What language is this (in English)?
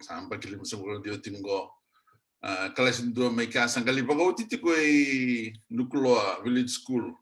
Fijian